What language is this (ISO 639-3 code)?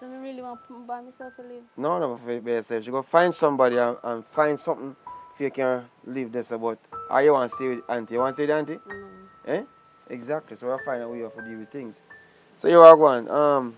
jam